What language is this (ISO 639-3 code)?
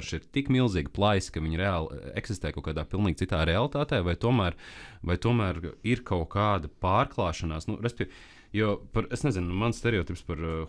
lav